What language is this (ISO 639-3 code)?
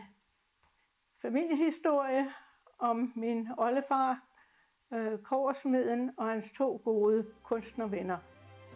dan